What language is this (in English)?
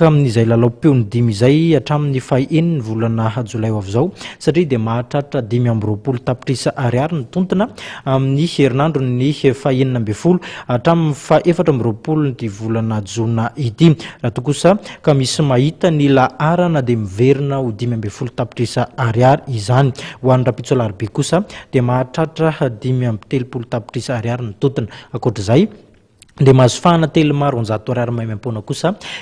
Malagasy